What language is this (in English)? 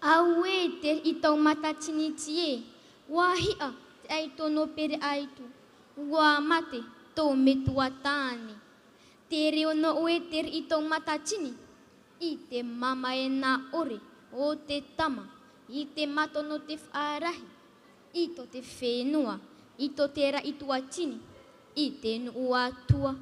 Tahitian